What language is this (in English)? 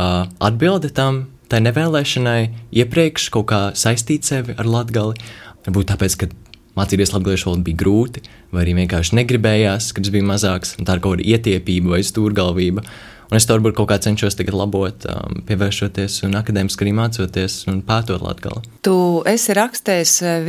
Latvian